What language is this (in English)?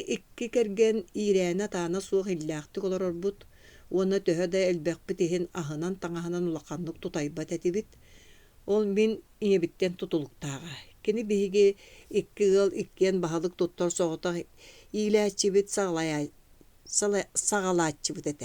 Yakut